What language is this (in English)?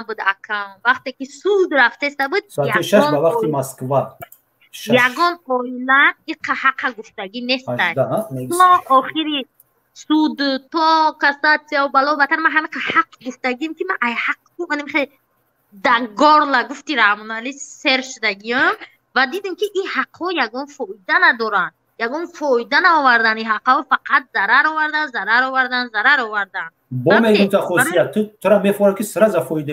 Tajik